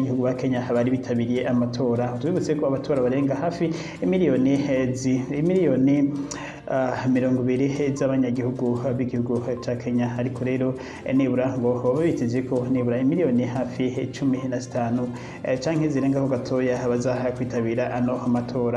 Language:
Rundi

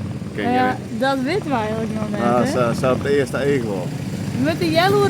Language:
Western Frisian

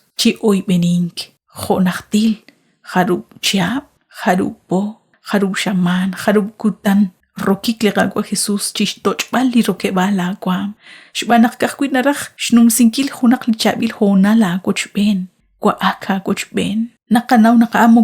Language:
Kekchí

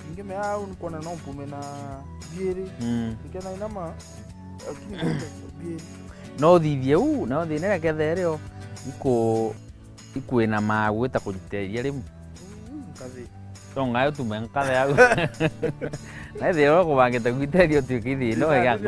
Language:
Meru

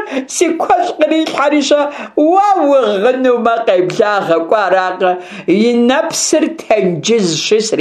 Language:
Kabardian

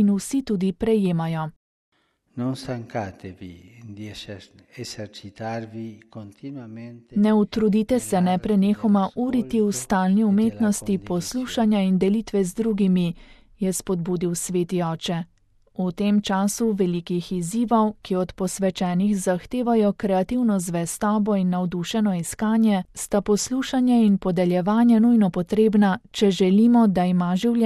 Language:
Slovenian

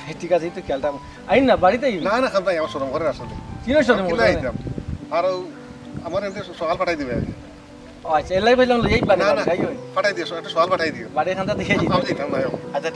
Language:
Sylheti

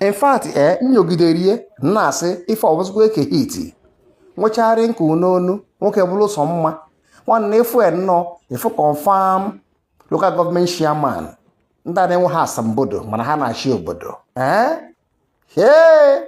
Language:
Igbo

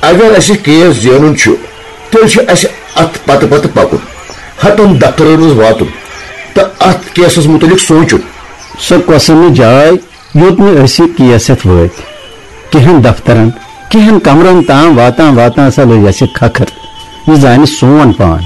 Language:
Kashmiri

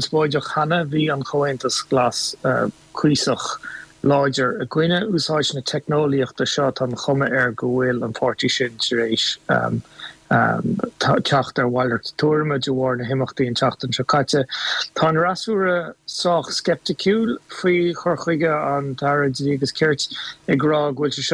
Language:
Irish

